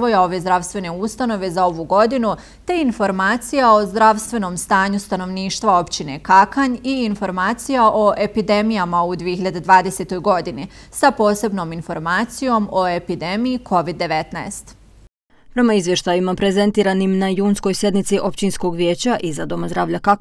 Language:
Bosnian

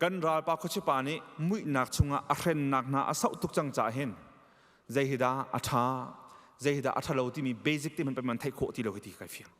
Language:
Hakha Chin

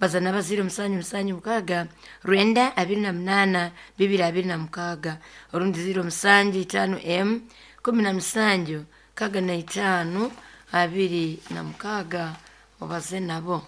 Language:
Nyoro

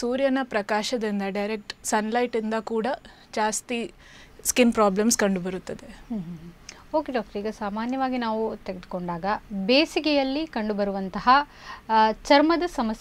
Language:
Kannada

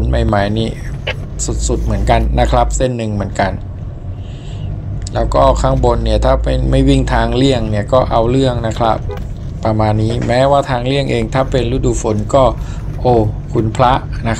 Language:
Thai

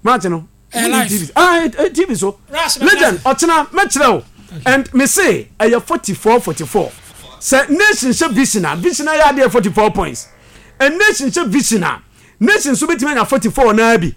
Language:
Akan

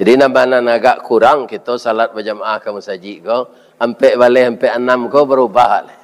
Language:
Minangkabau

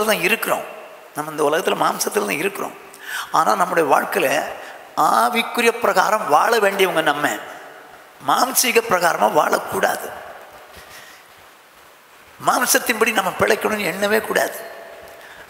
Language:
Tamil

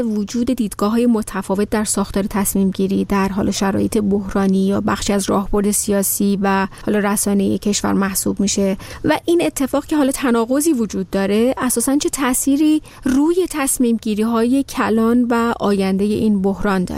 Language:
Persian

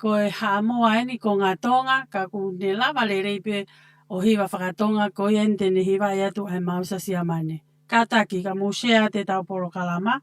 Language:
Tongan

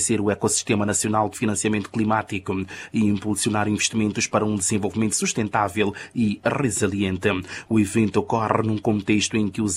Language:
Portuguese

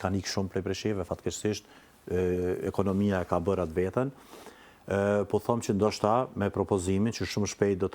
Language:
Albanian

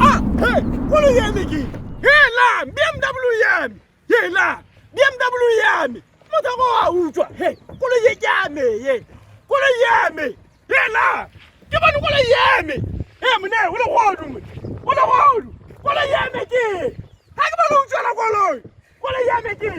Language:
Tswana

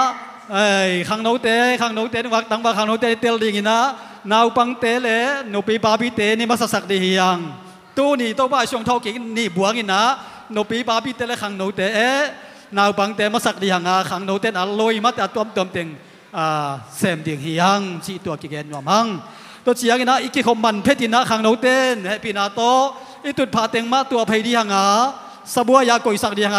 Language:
Tedim Chin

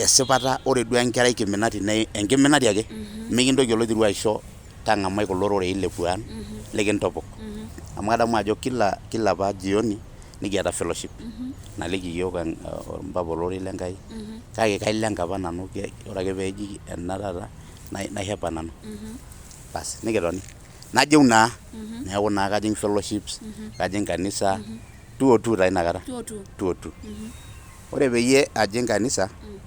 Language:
Masai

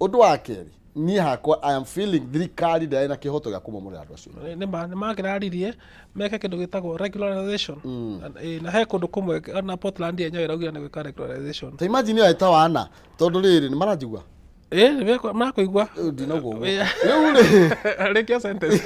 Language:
Kikuyu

